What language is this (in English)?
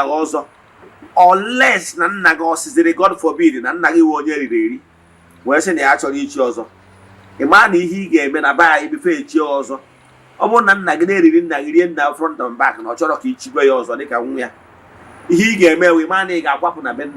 Igbo